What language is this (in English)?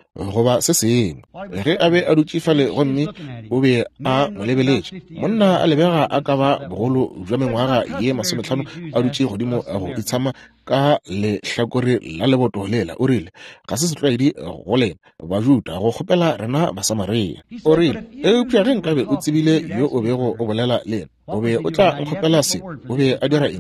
Northern Sotho